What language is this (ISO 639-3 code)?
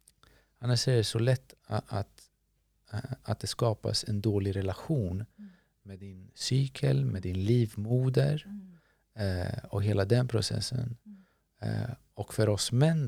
swe